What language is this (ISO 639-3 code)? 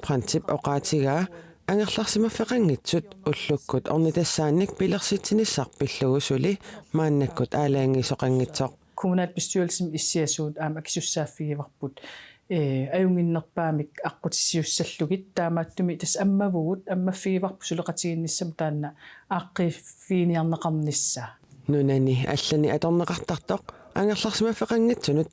kal